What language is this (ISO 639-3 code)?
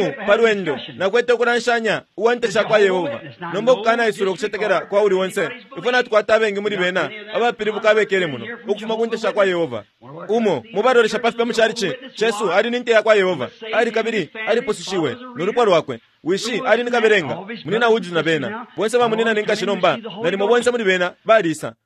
bem